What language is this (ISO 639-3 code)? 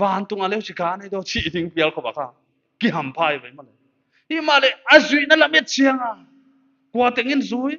pck